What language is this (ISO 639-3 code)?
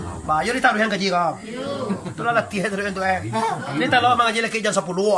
min